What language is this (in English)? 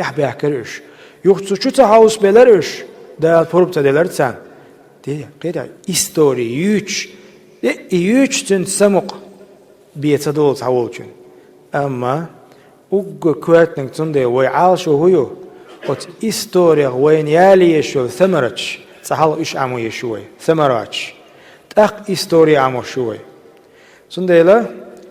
Chechen